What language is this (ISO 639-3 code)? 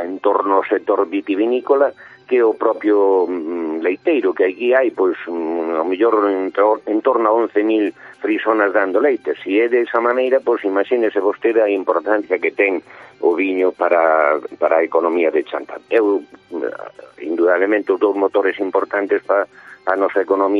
glg